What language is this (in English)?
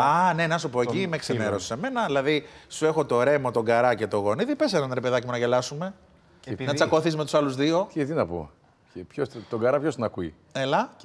Greek